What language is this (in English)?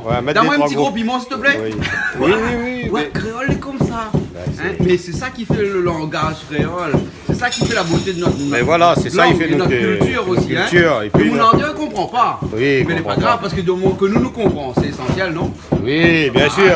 Réunion Creole French